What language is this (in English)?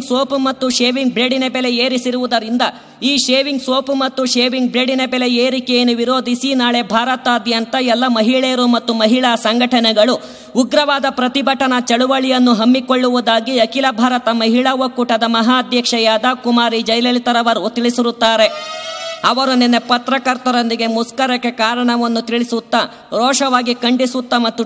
Kannada